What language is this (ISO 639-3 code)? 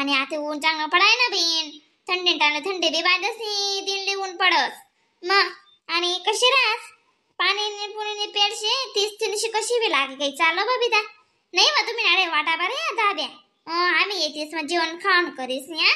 khn